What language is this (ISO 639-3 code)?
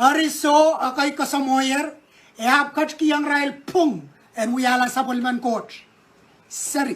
pon